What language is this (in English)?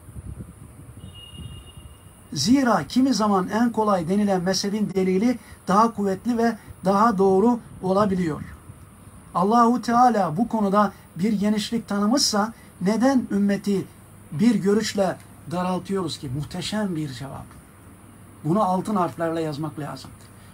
Turkish